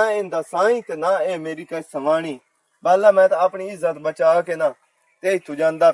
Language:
Western Panjabi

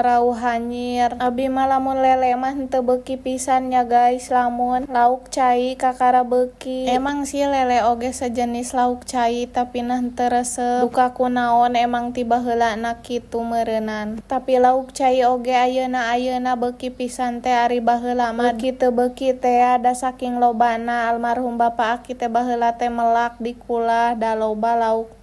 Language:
Sundanese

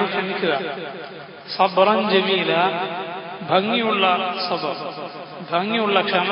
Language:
Malayalam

